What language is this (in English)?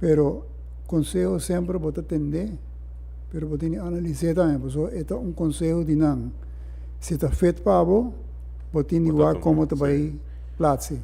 Papiamento